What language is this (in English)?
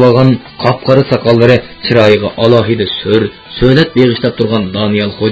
Uyghur